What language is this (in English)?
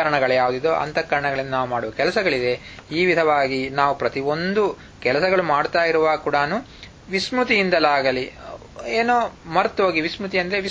Kannada